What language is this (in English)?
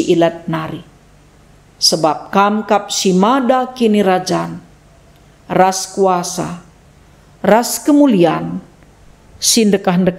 Batak Karo